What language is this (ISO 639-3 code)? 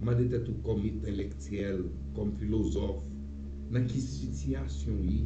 hat